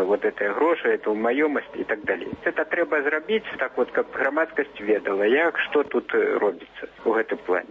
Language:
Belarusian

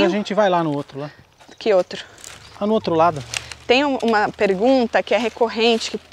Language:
Portuguese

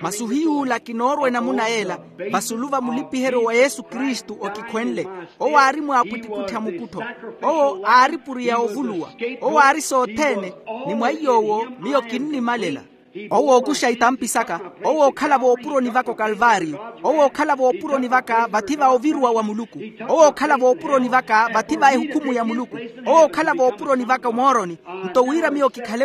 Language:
Makhuwa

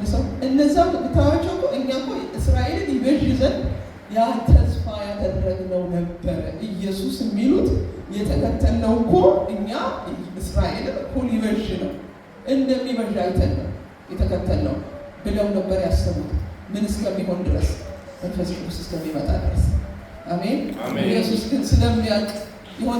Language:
Amharic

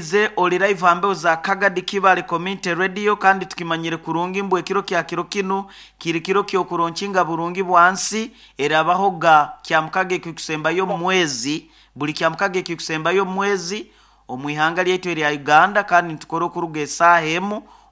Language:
Nyoro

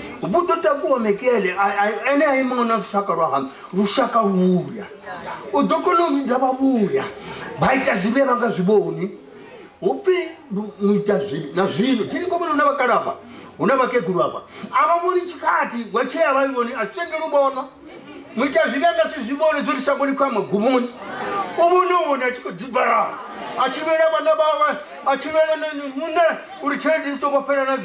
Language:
Venda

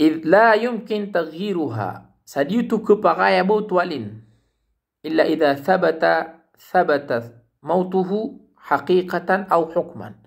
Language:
Maranao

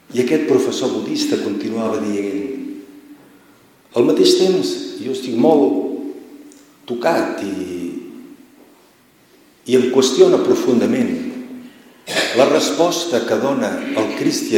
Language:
Catalan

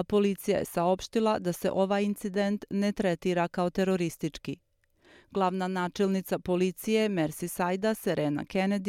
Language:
Serbian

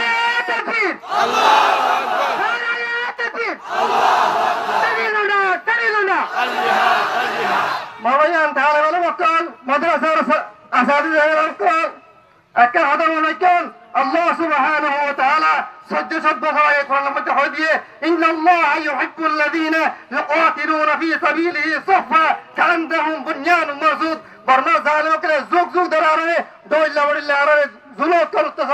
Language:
Rohingya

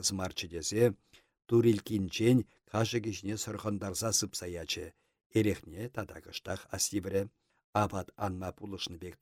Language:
Chuvash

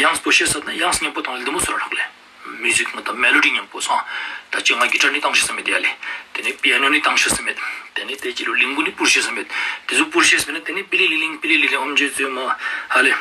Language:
Ladakhi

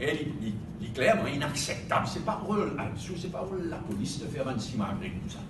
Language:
Morisyen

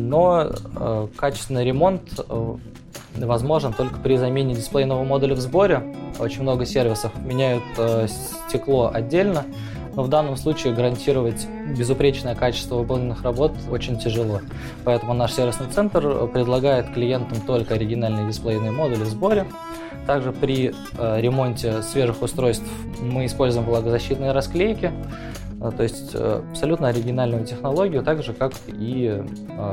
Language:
Russian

